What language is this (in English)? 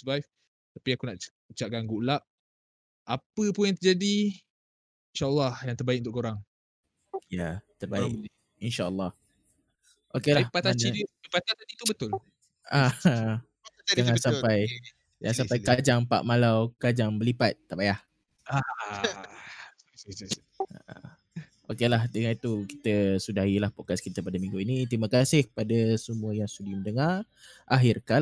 Malay